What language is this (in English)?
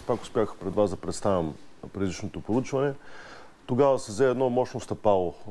Bulgarian